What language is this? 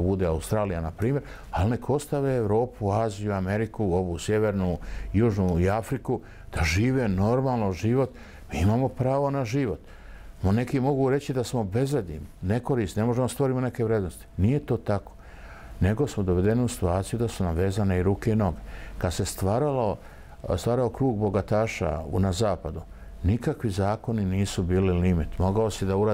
Bosnian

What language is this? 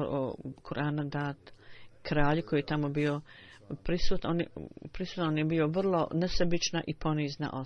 Bosnian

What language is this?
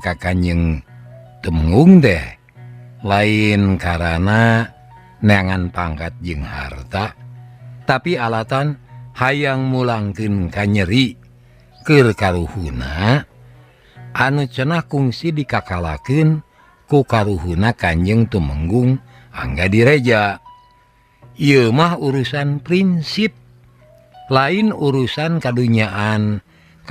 Sundanese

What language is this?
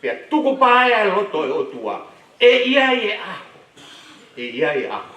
Tongan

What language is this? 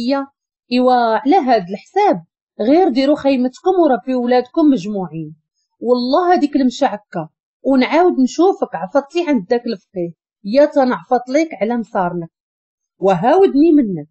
Moroccan Arabic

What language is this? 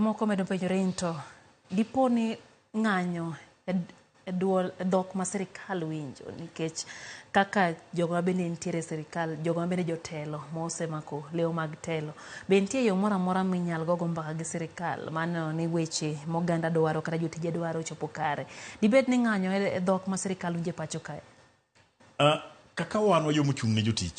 Luo (Kenya and Tanzania)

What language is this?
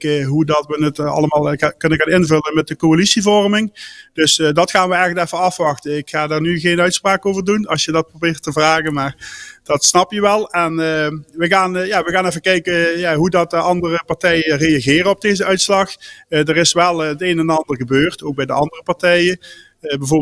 Dutch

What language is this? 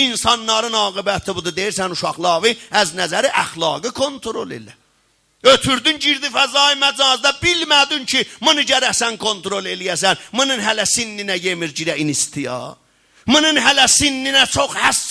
South Azerbaijani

